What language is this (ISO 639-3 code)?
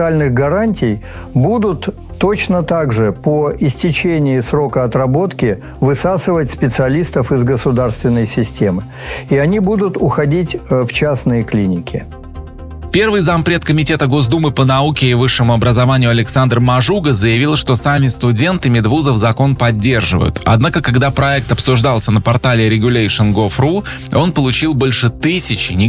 rus